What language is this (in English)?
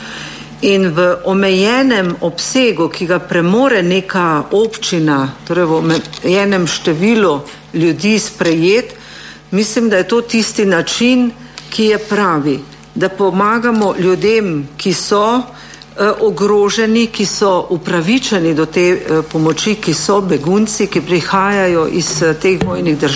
Slovenian